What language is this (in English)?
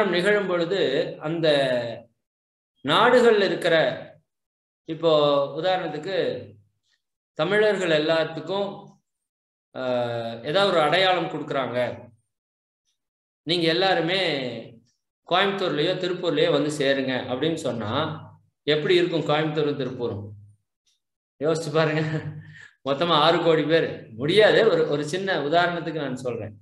Tamil